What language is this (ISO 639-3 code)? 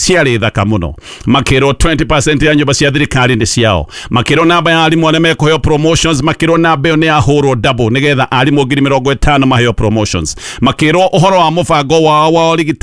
kik